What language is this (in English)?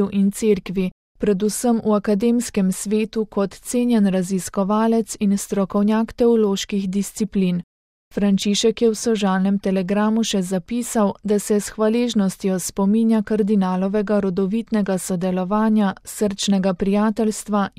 Slovenian